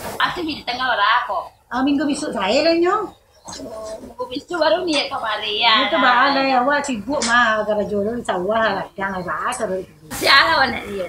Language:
Minangkabau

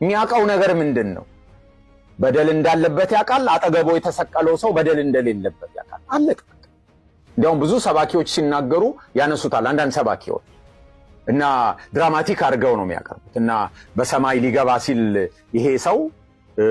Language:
Amharic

